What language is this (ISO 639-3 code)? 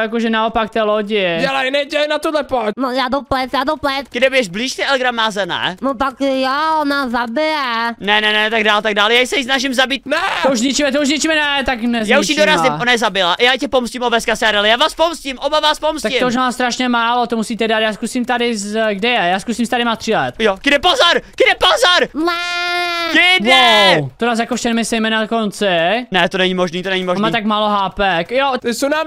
ces